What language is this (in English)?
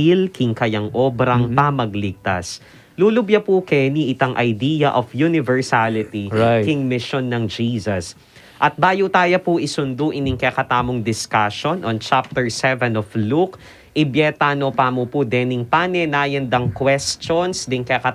Pampanga